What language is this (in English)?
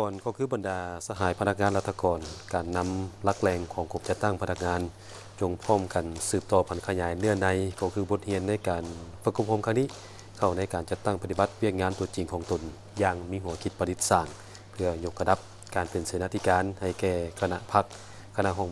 Lao